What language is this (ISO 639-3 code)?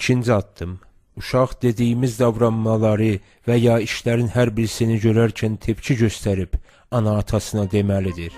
azb